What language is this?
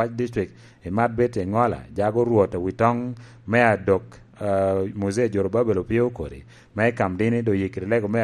Lango (Uganda)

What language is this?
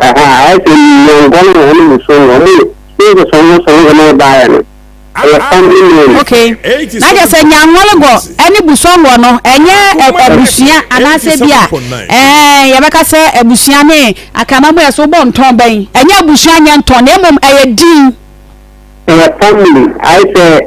Akan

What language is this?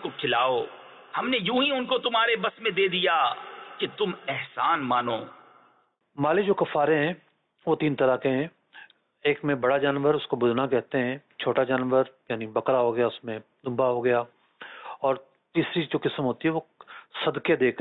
Urdu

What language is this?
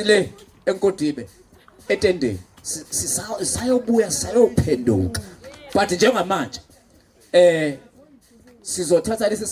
Zulu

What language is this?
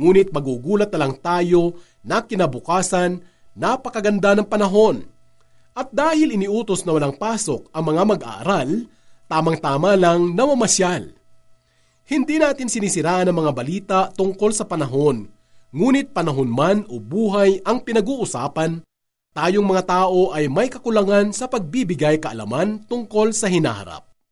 Filipino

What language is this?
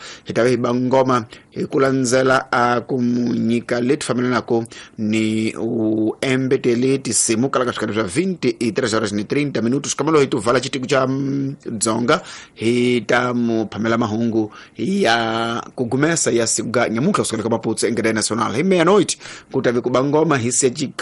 Tsonga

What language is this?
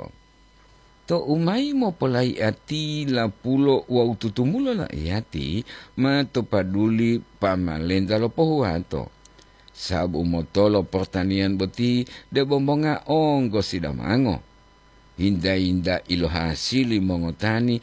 Gorontalo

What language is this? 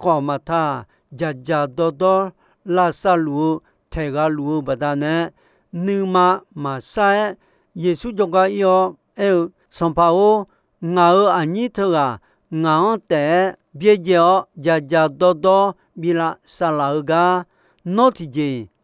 Akha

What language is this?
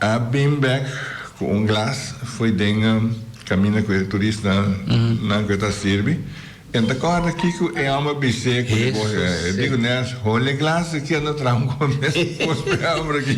Papiamento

